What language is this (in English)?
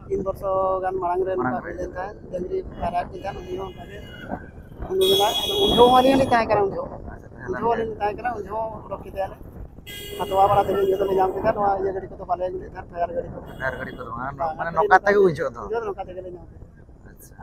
Santali